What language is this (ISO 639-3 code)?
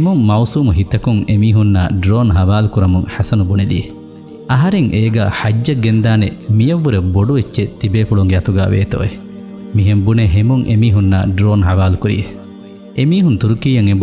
div